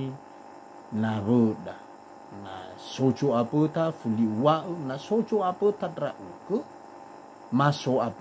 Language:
Nias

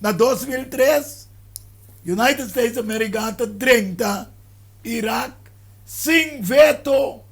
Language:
Papiamento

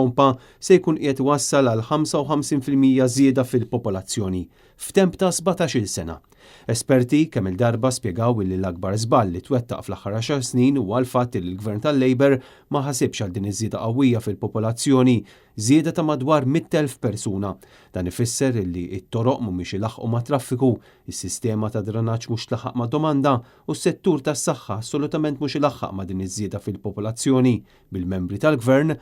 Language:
Maltese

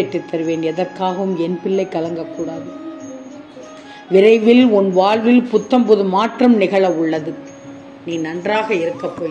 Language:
Tamil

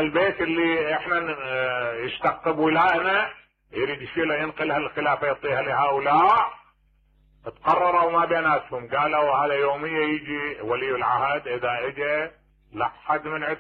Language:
Mesopotamian Arabic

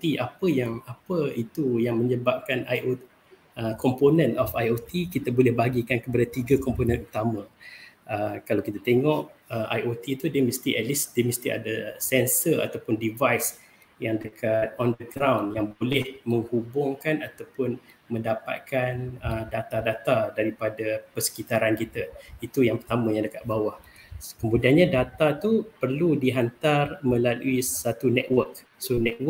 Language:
Malay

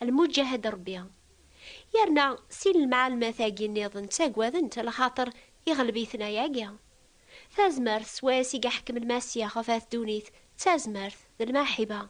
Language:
Kabyle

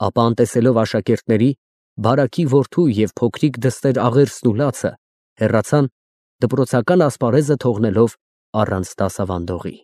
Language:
Armenian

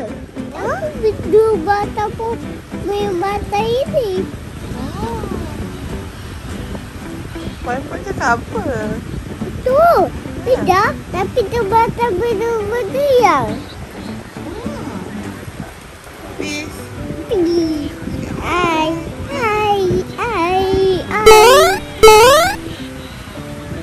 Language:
Malay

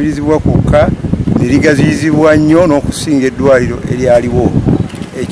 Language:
Ganda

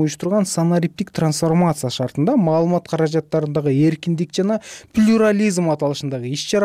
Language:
Kyrgyz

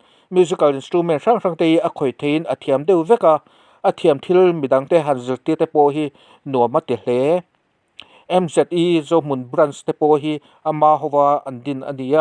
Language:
Mizo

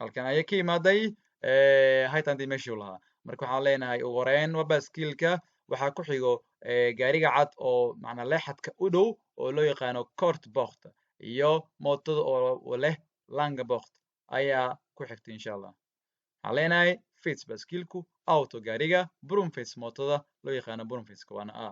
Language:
Somali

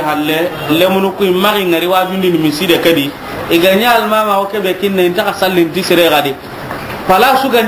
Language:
Soninke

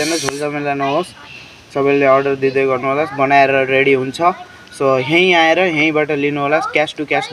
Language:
Nepali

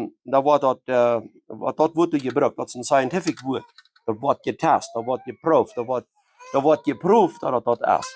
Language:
Plautdietsch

